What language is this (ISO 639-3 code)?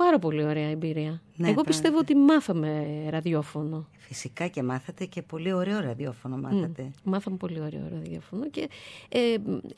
ell